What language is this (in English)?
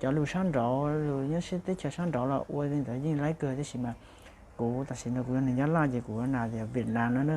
Hmong